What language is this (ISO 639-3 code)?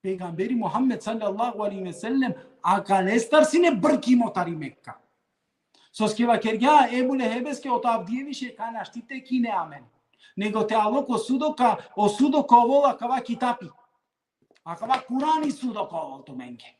rmn